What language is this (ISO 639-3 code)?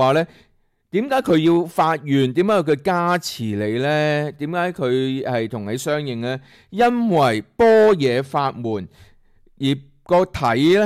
yue